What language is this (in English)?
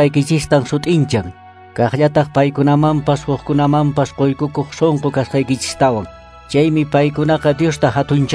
Quechua